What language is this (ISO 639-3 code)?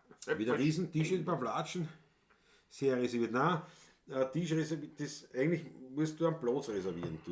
bar